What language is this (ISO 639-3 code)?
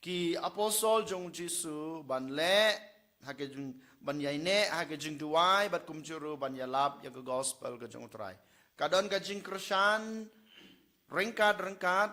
kha